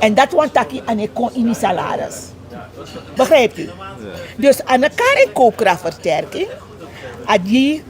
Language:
Sranan Tongo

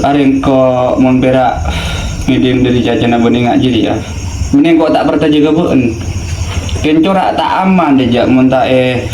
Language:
Madurese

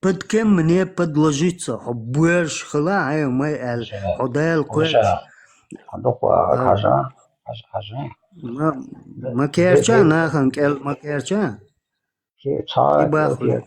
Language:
Chechen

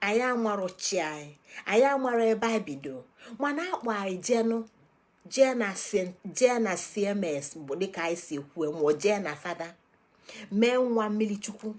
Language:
Igbo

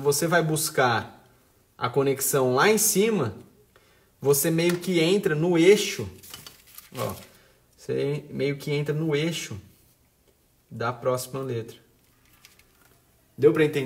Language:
Portuguese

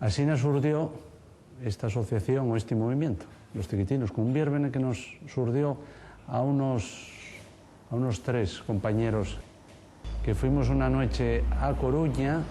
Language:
Asturian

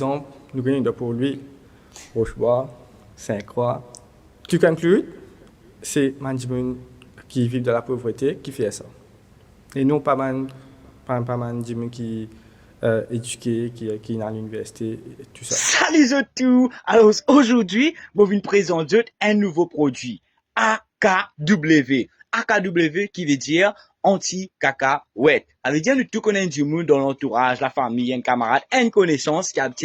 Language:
Morisyen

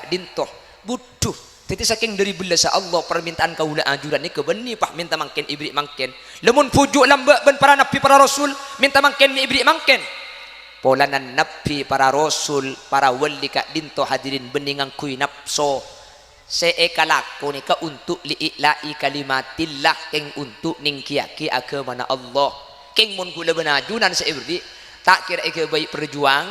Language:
Madurese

